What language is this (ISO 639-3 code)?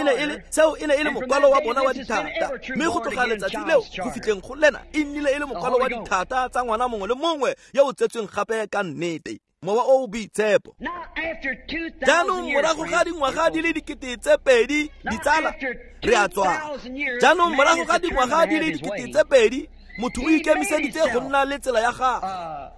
tsn